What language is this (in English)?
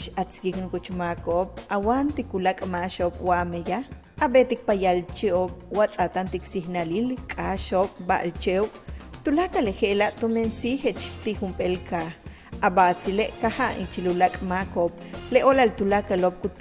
Yucateco